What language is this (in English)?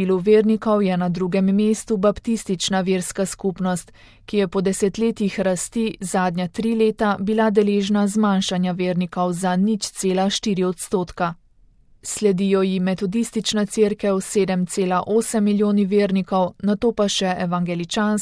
Slovenian